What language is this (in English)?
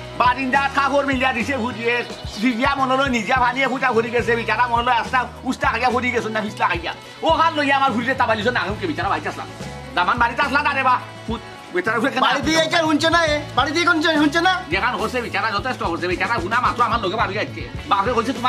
Sylheti